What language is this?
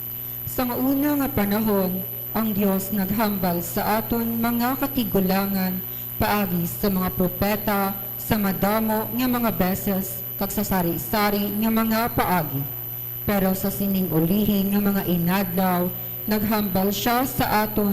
Hiligaynon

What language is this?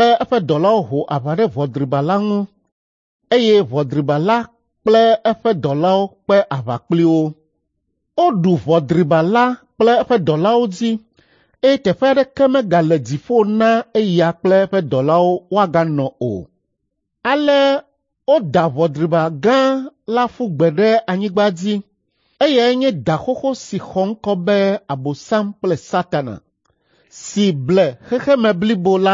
Ewe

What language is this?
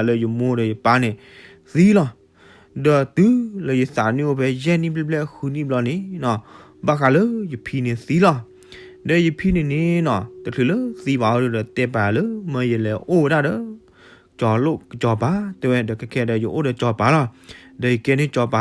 S'gaw Karen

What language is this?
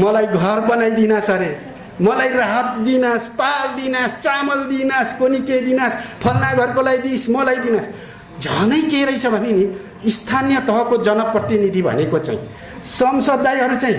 Nepali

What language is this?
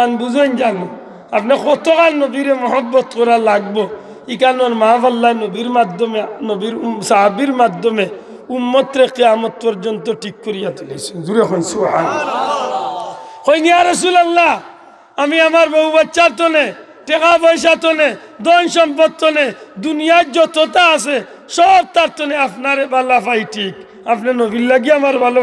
Sylheti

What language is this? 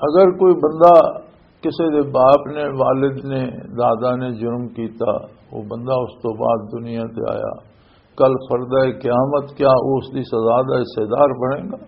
Western Panjabi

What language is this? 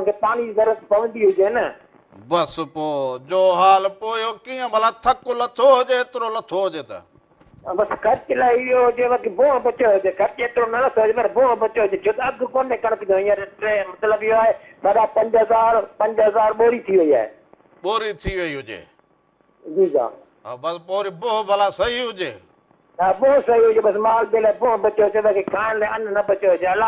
Sindhi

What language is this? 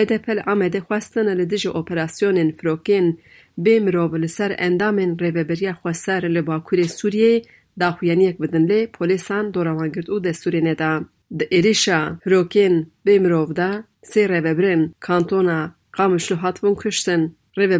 Kurdish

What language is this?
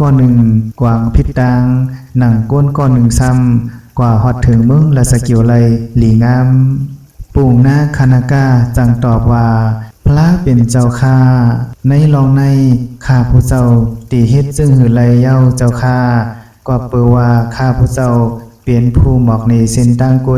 Shan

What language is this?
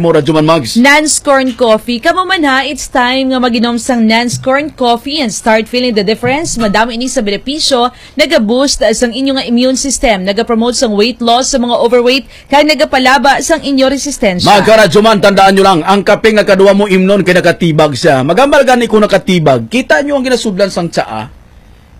Hiligaynon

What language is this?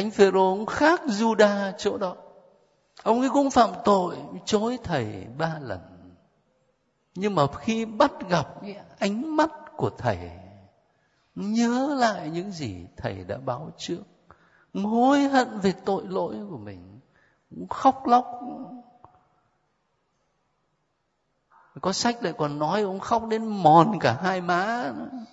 Vietnamese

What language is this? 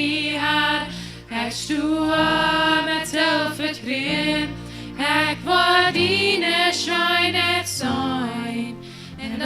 Plautdietsch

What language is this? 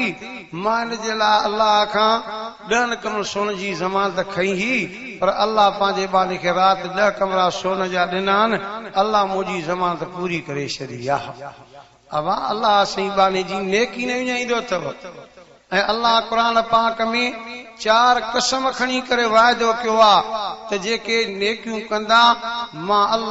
Sindhi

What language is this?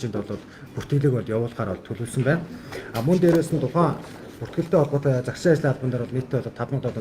Mongolian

